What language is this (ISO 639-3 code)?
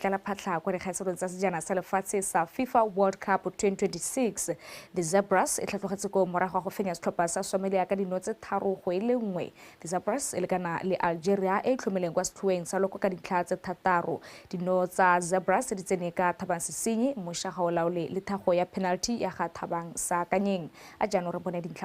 tsn